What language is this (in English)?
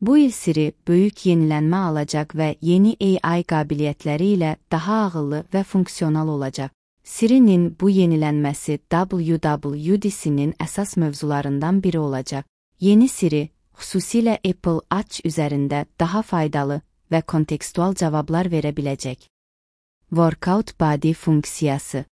Azerbaijani